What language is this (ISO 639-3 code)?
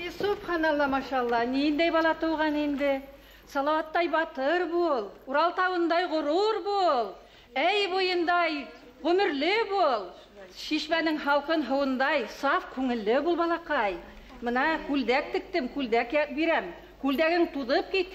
bak